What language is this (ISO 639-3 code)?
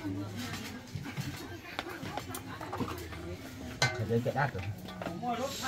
vie